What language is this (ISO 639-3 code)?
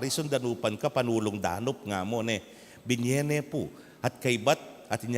pam